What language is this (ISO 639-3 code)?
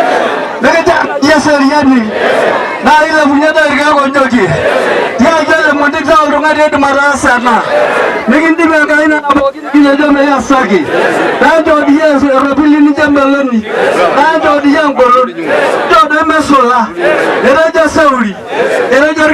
mas